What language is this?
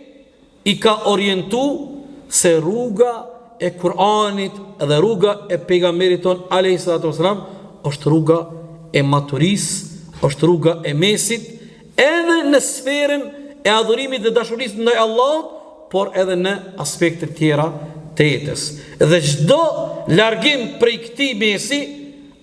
Albanian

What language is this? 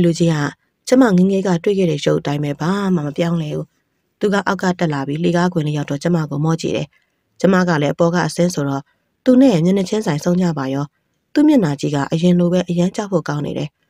Burmese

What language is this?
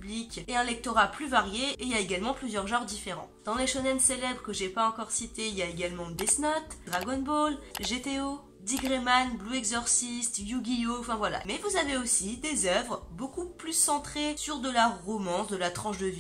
French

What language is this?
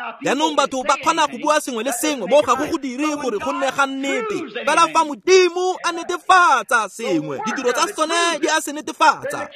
Tswana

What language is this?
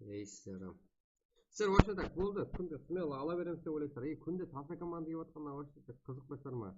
Kara-Kalpak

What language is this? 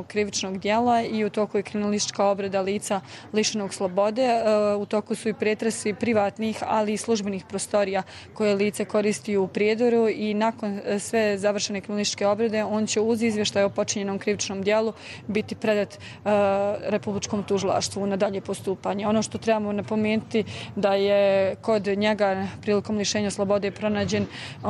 Serbian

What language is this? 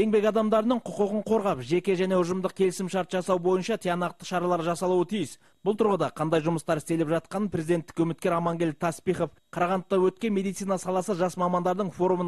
Kazakh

